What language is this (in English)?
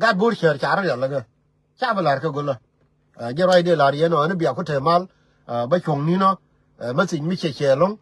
Nuer